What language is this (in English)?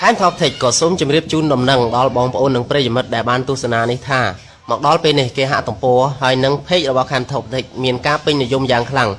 Khmer